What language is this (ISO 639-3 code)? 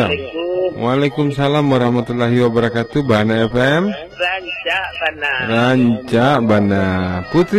min